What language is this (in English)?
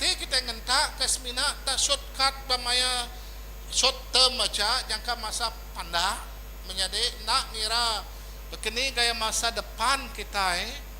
Iban